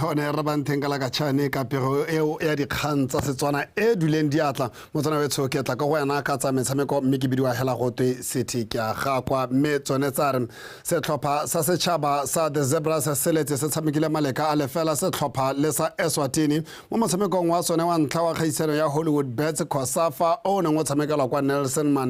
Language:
Tswana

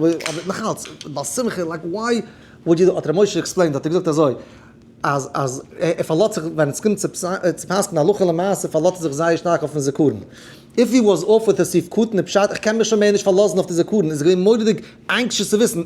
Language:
Yiddish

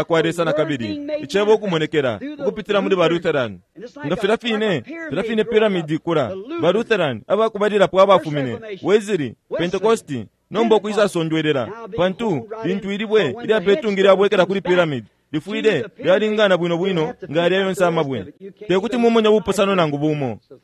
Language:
Bemba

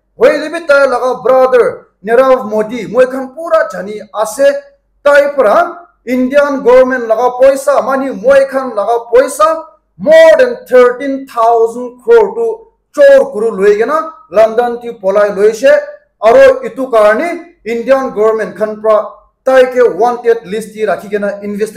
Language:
Naga Pidgin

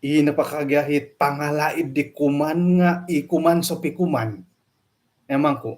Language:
Central Dusun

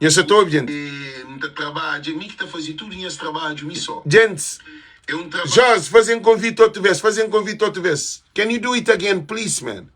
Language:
Kabuverdianu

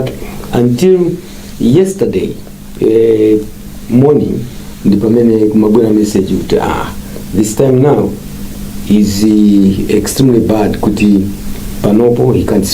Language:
Nyanja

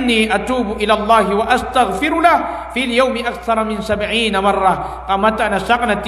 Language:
Maranao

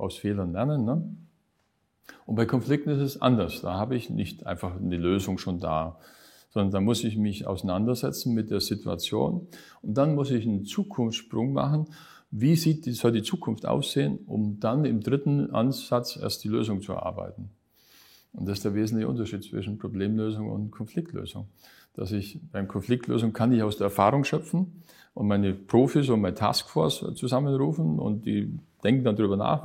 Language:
German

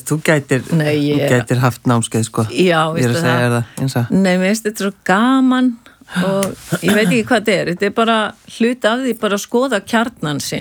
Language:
Icelandic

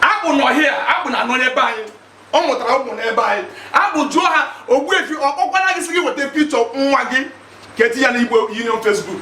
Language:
Igbo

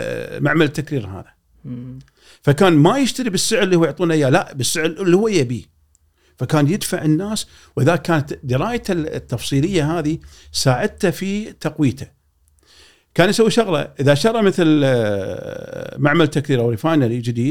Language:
Gulf Arabic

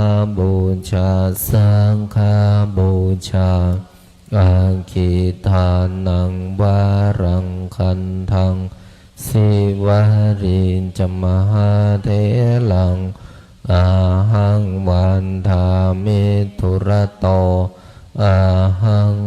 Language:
Pali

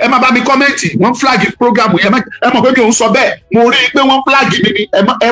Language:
Yoruba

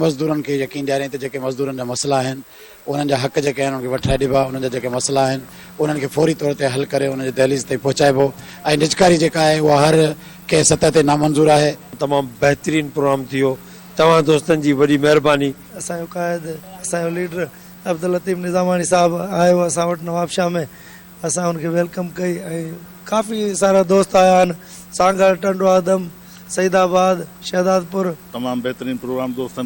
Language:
Sindhi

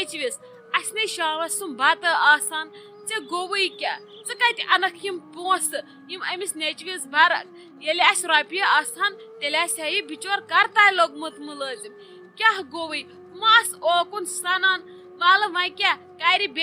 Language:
Kashmiri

